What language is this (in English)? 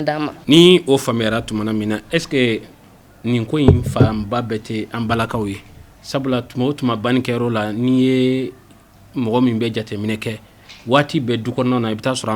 Bambara